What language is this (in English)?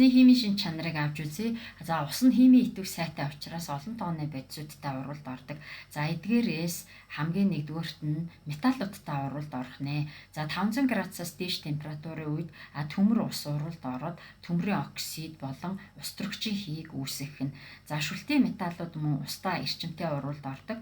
Mongolian